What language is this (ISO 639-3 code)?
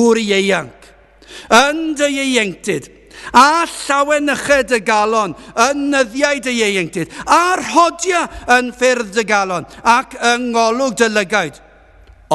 cym